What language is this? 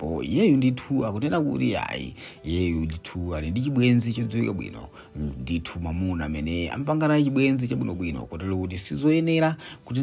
Nyanja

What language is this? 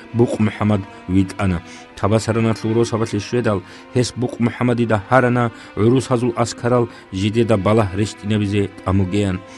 Avaric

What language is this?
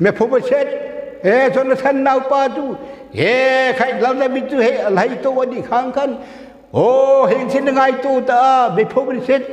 Hmar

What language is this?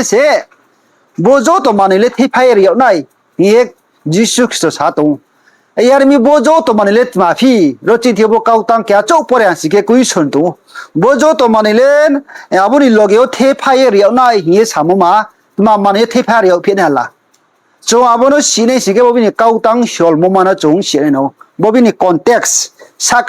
Riang (India)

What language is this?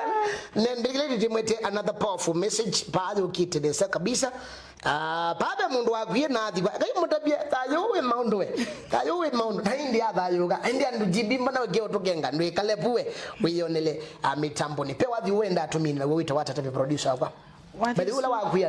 Kamba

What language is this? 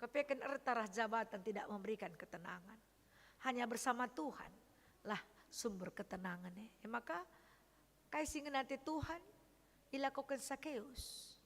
Batak Karo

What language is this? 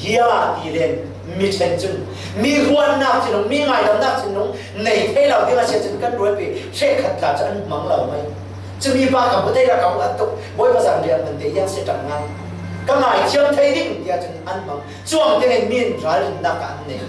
Falam Chin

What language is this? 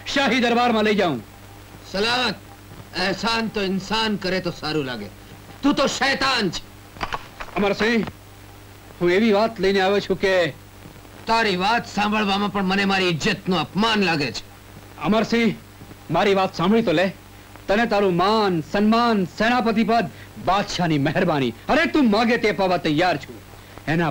Gujarati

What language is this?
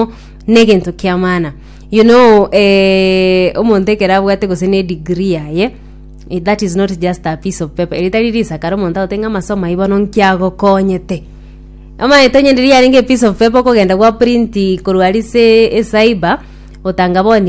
Gusii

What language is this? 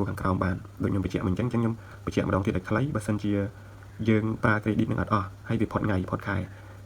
Khmer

